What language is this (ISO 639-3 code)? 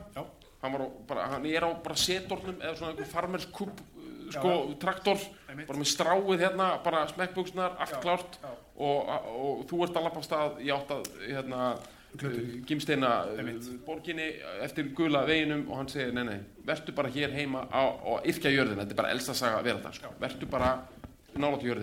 isl